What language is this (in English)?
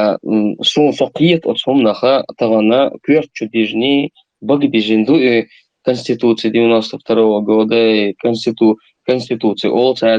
Chechen